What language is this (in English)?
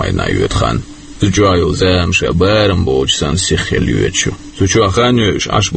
Chechen